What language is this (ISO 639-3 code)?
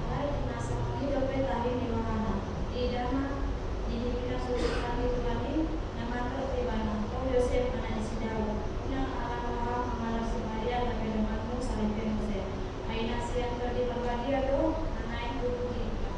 bbc